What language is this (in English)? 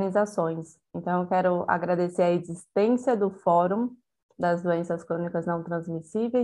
Portuguese